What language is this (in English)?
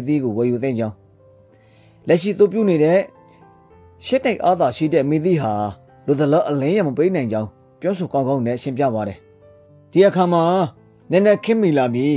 Burmese